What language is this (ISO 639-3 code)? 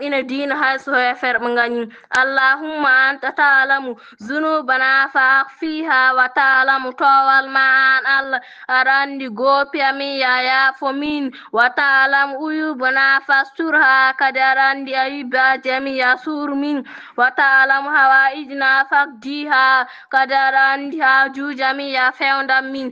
ful